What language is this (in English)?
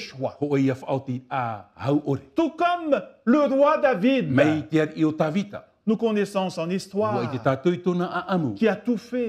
Tahitian